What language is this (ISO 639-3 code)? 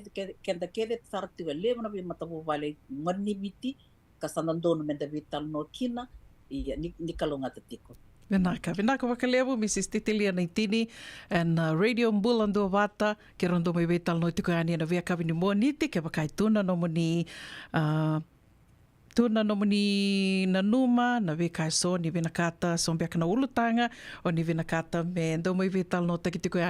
fij